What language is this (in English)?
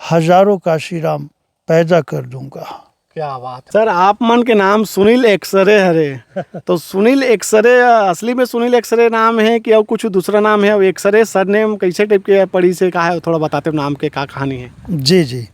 Chhattisgarhi